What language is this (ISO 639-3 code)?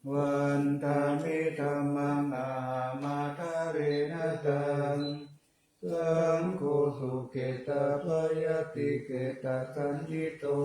pli